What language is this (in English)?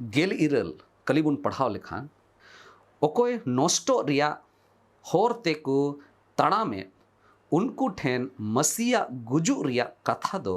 Santali